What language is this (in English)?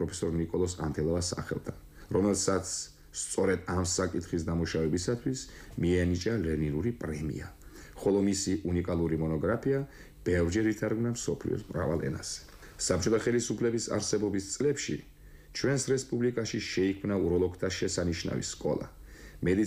Georgian